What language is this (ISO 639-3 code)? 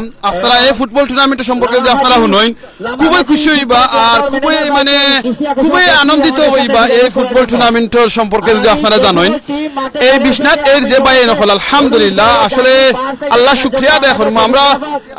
syl